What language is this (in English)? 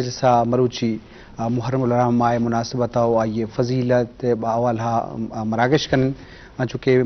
Eastern Balochi